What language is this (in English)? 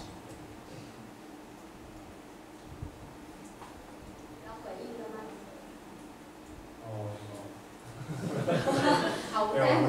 Chinese